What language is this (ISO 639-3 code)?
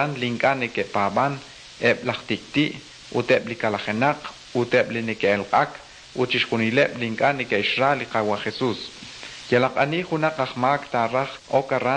kek